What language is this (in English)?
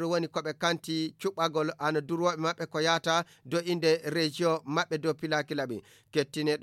Fula